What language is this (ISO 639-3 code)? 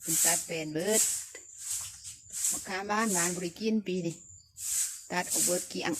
lao